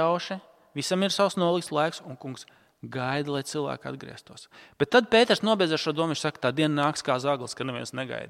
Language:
Latvian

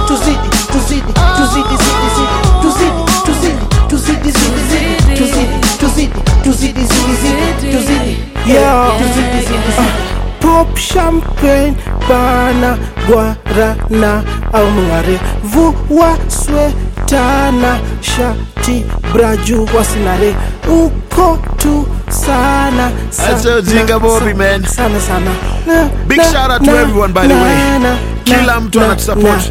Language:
Swahili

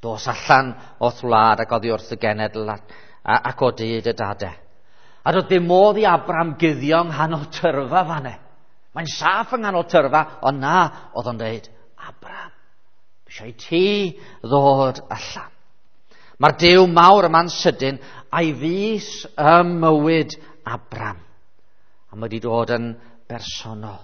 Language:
Welsh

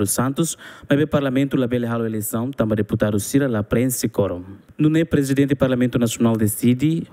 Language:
Tetum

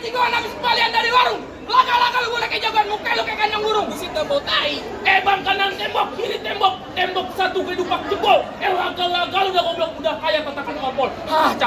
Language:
Betawi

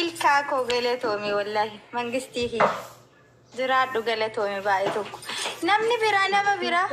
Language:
Oromo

